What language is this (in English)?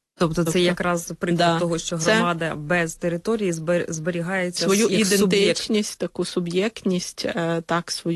Ukrainian